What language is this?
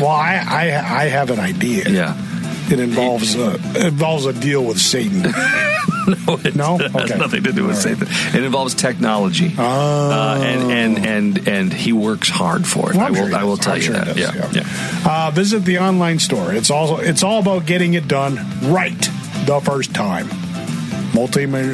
English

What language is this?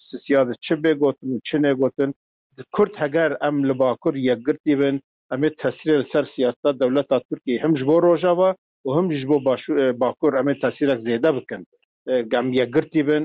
Kurdish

